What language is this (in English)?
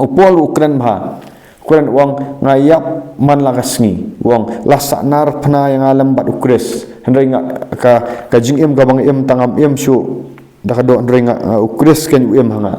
Khasi